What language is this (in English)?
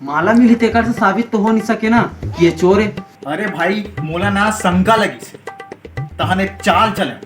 Chhattisgarhi